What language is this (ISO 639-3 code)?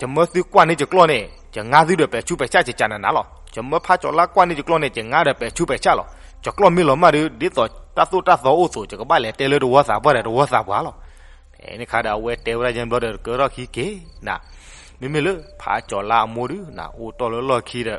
ksw